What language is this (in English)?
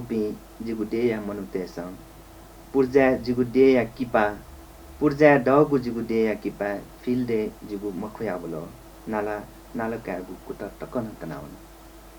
Newari